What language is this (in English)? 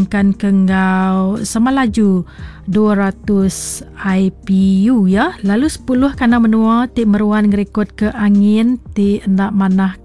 Iban